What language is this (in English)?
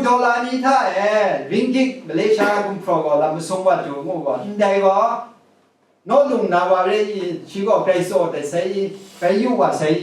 Kachin